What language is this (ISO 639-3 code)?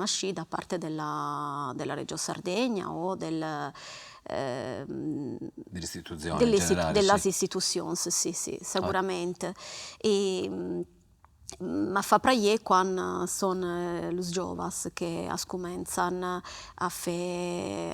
srd